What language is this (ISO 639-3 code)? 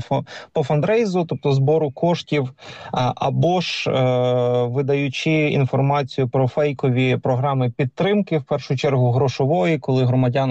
ukr